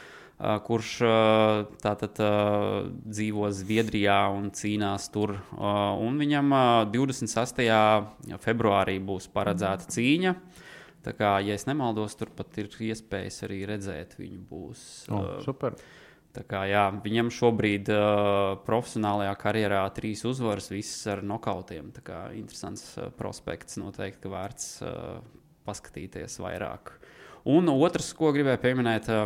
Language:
Latvian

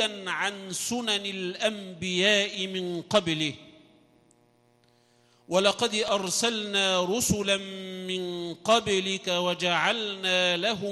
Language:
Arabic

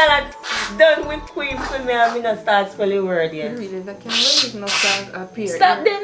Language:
Jamaican Creole English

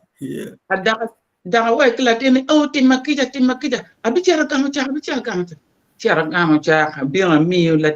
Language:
Acoli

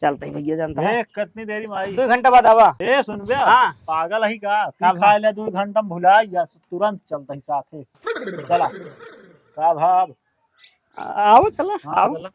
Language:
Awadhi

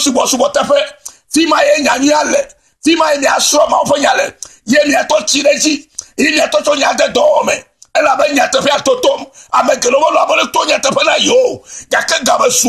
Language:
Ewe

